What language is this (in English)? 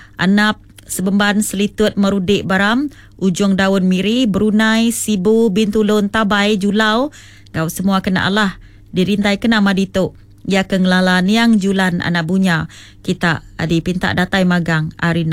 Iban